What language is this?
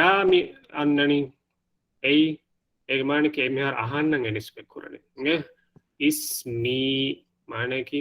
Divehi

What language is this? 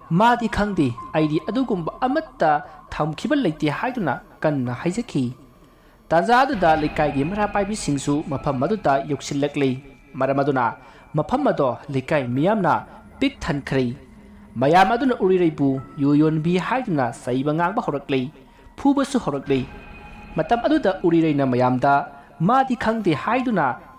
Manipuri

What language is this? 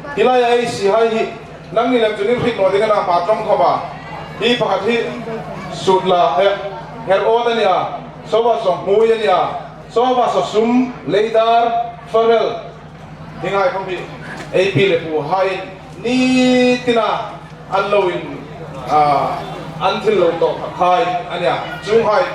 Hmar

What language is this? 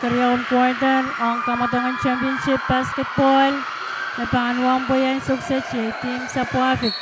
Pohnpeian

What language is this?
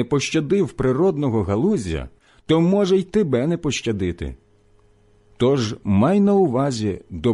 Ukrainian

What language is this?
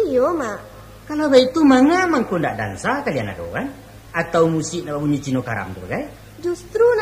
Minangkabau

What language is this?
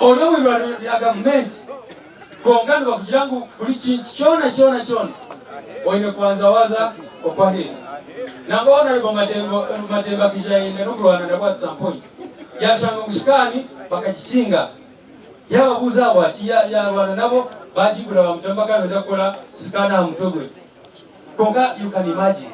Nyankole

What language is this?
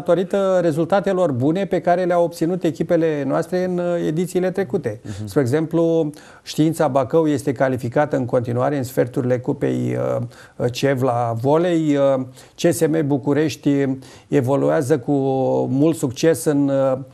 Romanian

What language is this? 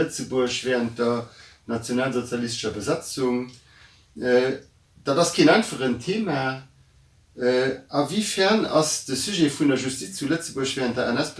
Luxembourgish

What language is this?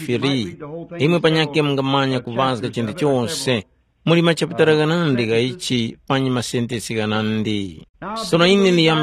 Tumbuka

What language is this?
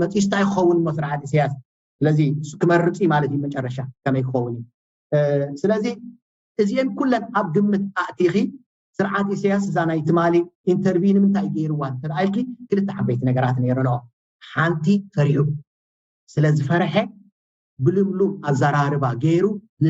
Tigrinya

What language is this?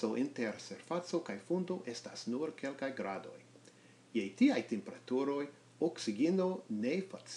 Esperanto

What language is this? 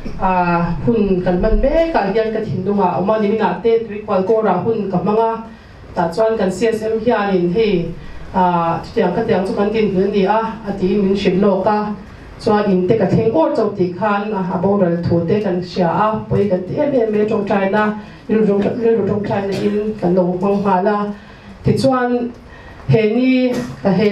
Mizo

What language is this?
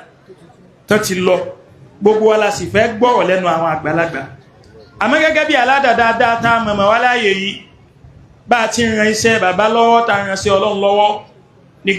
Yoruba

